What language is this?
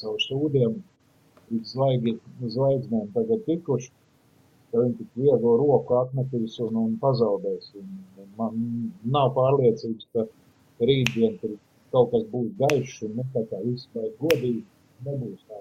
Latvian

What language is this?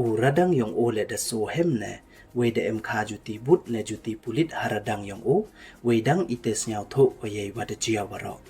Pnar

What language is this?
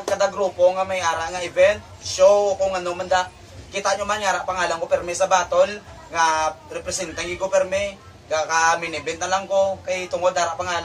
Hiligaynon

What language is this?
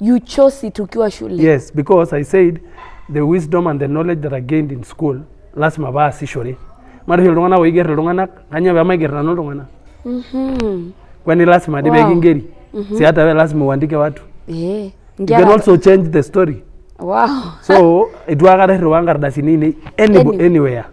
Masai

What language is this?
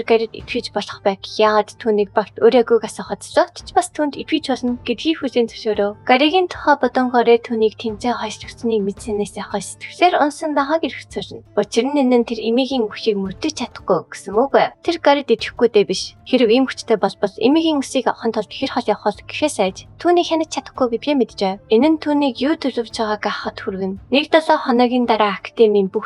Mongolian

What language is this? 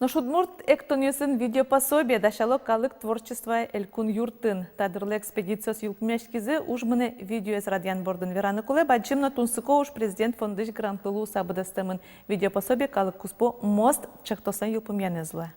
Udmurt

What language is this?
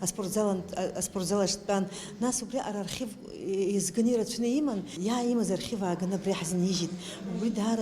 Abkhazian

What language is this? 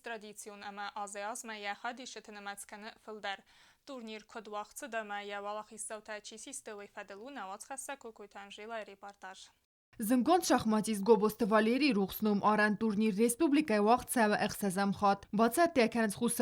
Ossetic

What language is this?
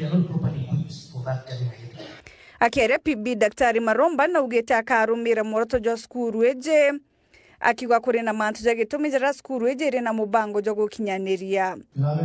Meru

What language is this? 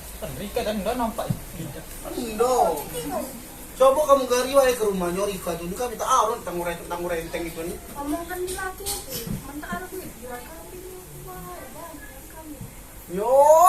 Musi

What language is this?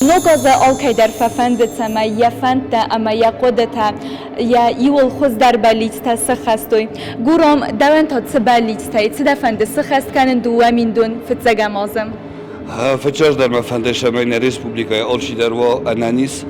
Ossetic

